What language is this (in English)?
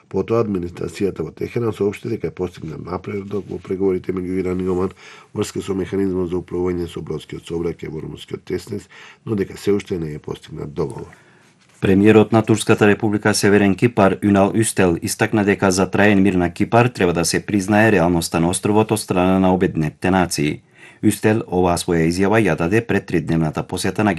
Macedonian